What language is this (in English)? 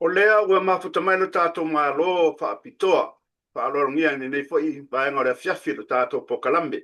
Samoan